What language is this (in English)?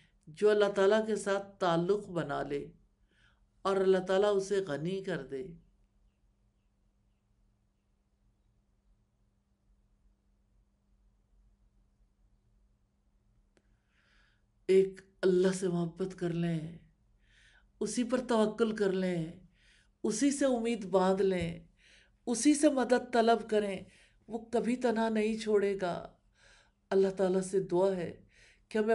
Urdu